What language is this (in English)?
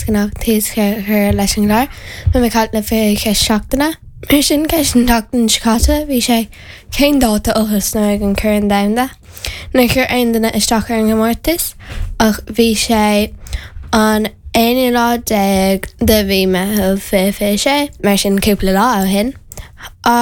Irish